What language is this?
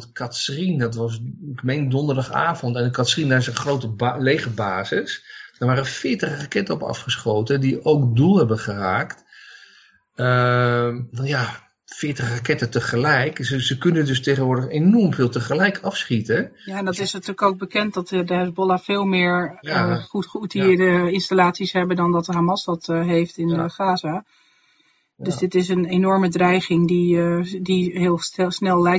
Dutch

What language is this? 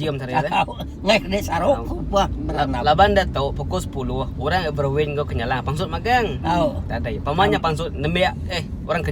Iban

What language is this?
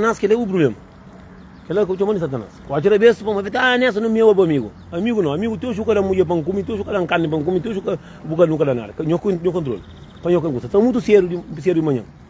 Kabuverdianu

